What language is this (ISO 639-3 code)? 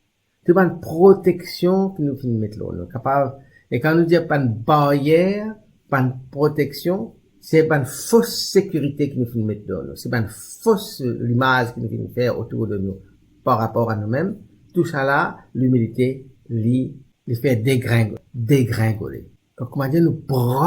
mfe